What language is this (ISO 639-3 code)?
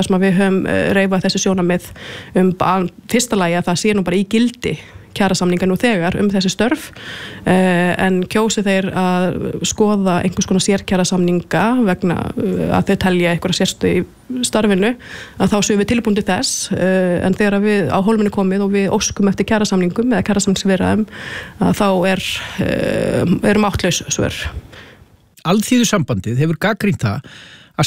isl